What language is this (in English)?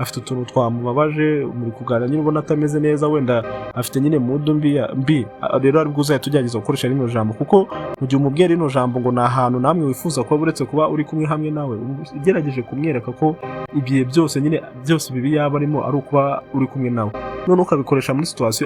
Kinyarwanda